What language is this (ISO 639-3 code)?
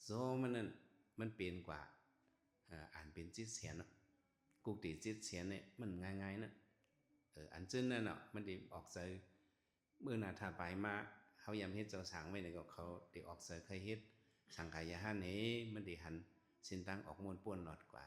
shn